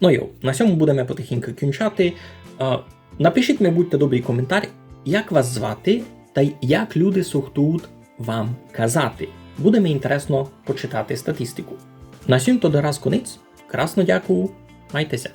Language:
Rusyn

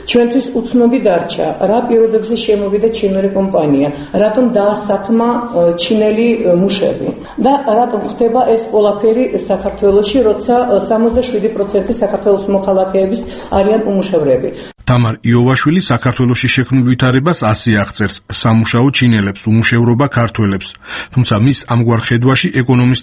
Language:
Georgian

